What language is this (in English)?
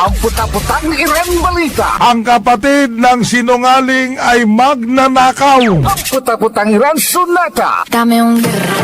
Pangasinan